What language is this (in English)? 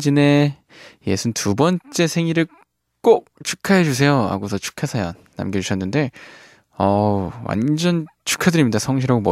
Korean